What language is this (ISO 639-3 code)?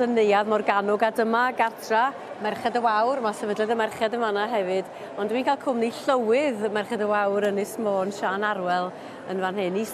cym